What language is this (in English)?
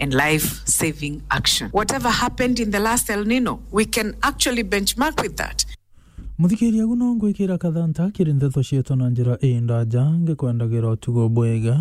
Meru